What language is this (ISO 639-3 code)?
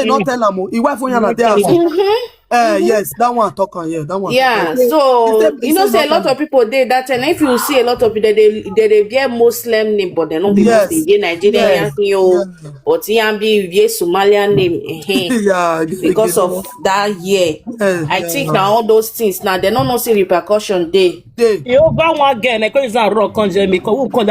pcm